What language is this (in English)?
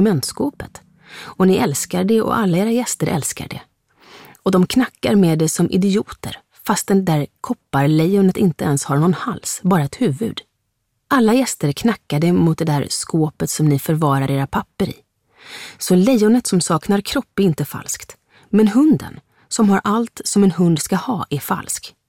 Swedish